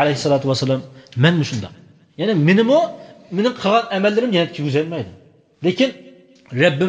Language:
Uyghur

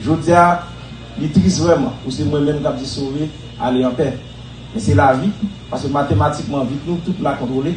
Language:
Haitian Creole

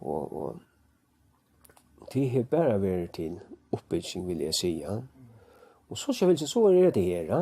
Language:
Faroese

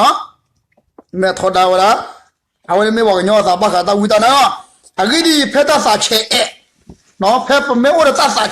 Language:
S'gaw Karen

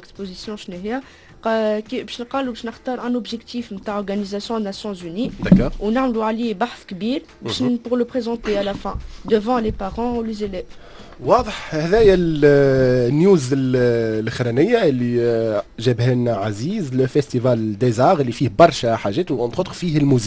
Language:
Tunisian Arabic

